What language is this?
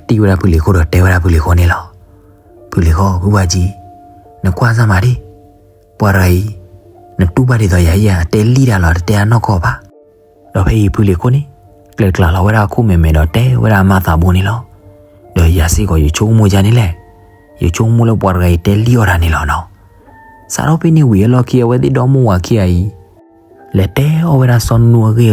S'gaw Karen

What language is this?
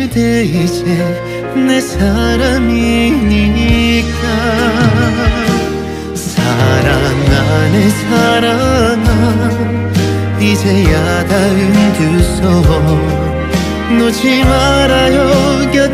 Korean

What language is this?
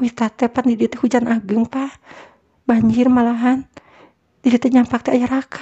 Sundanese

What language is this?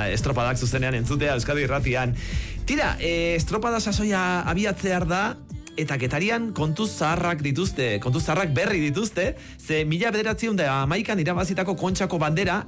Basque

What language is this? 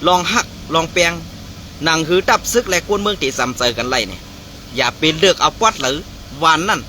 Shan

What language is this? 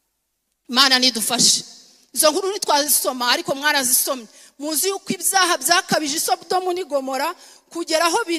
Kinyarwanda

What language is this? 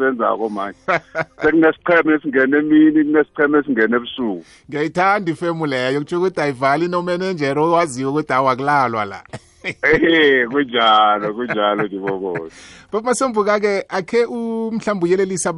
South Ndebele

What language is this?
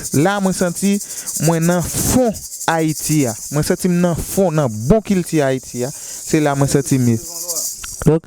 Haitian Creole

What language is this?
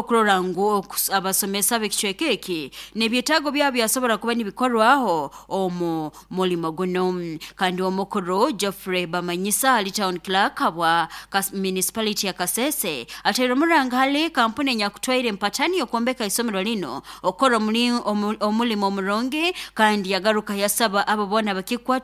Nyoro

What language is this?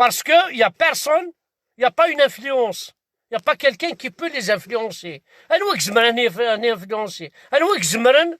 Kabyle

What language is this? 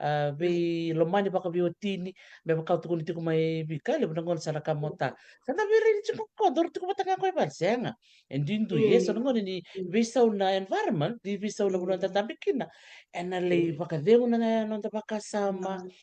Fijian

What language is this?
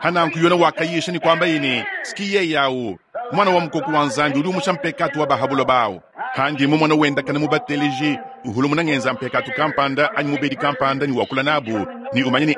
Luba-Lulua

